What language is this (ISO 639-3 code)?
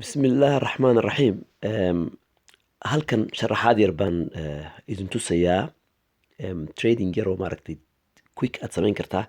som